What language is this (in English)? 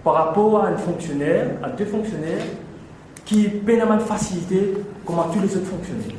Morisyen